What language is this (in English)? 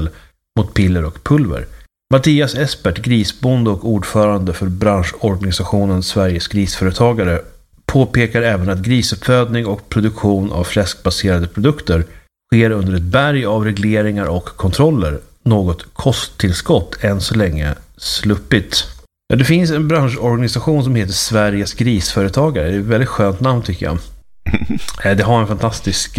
Swedish